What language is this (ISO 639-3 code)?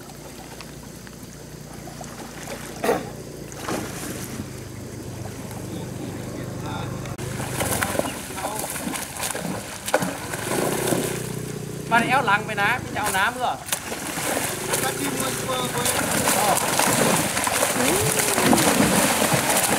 vie